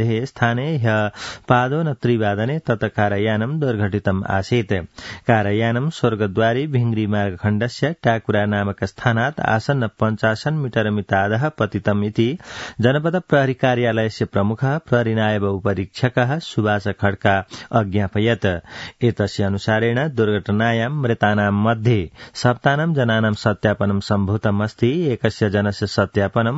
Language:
Sanskrit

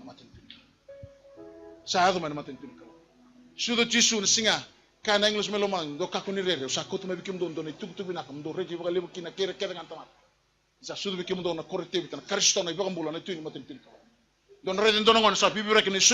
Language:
Fijian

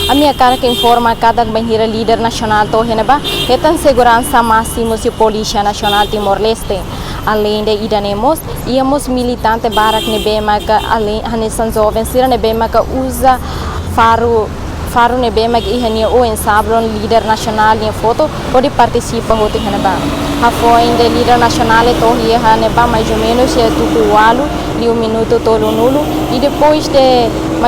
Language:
Tetum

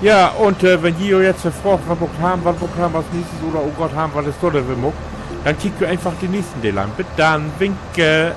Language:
Low German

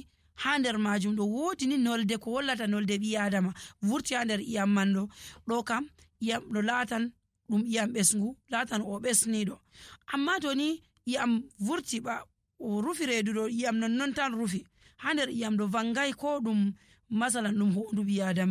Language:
Nigerian Fulfulde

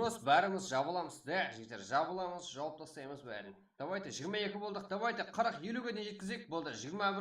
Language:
Kara-Kalpak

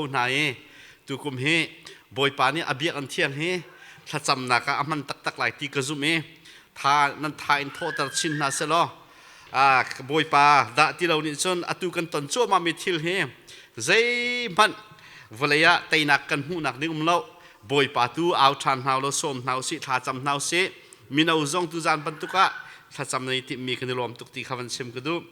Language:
Hakha Chin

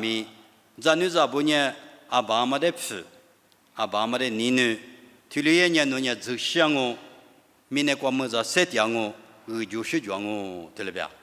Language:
Lisu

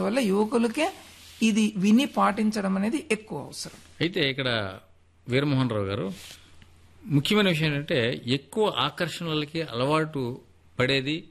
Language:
Telugu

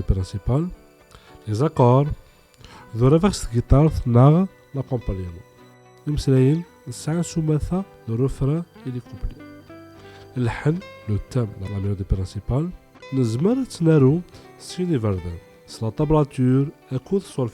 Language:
Kabyle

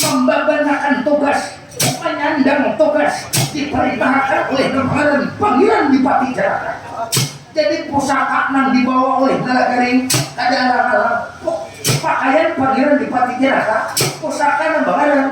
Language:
Banjar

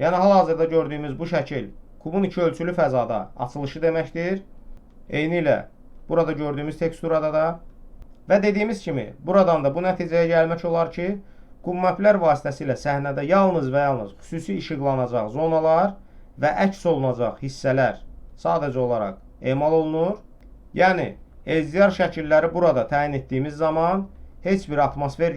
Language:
Azerbaijani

